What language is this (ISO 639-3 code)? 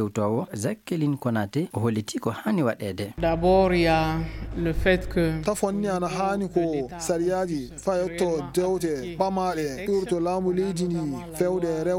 ful